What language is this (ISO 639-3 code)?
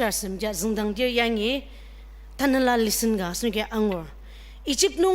njo